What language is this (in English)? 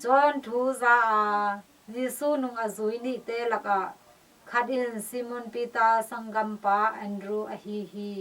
Tedim Chin